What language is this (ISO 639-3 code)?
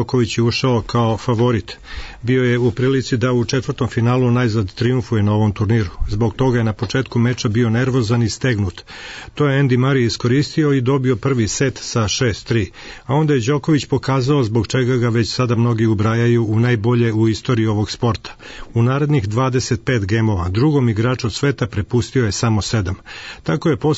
srp